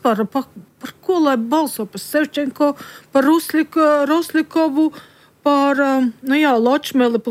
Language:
Latvian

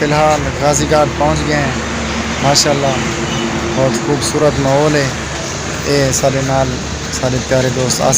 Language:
Saraiki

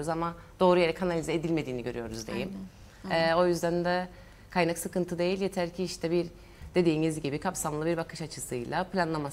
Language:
Turkish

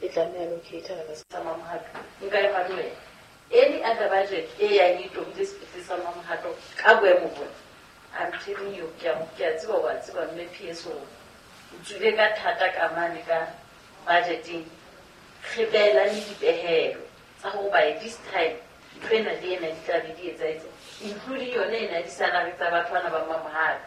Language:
Southern Sotho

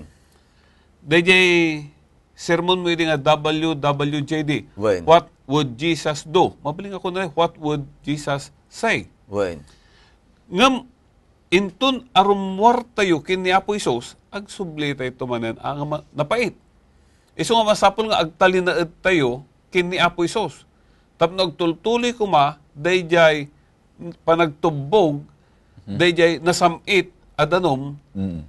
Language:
Iloko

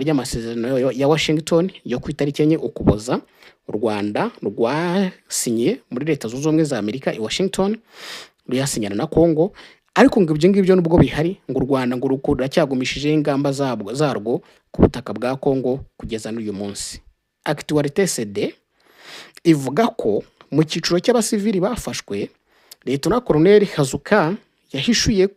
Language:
Kinyarwanda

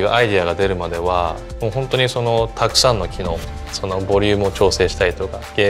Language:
Japanese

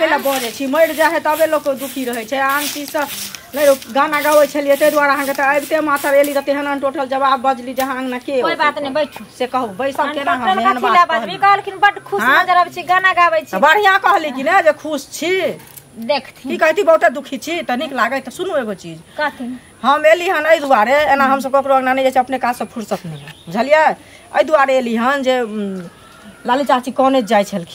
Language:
Maithili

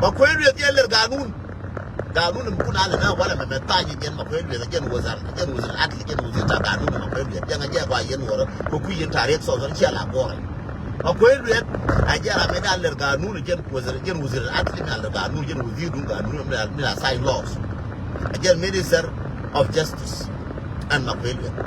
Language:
Nuer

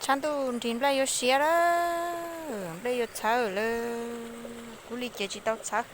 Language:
Hmong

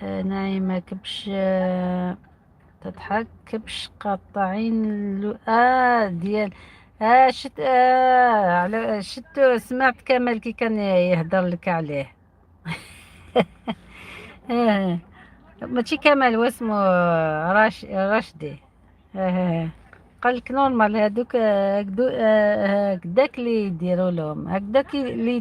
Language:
Algerian Arabic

